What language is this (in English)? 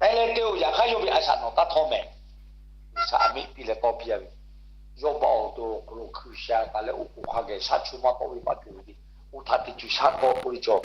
Lahu